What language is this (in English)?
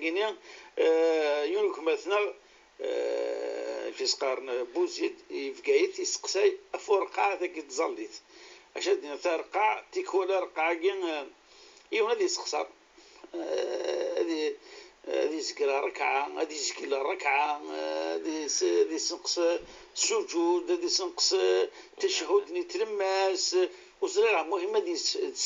Kabyle